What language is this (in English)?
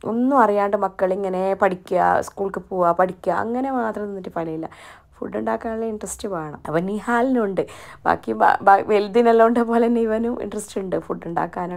Malayalam